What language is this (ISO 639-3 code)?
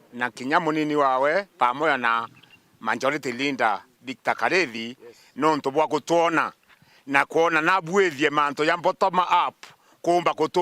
mer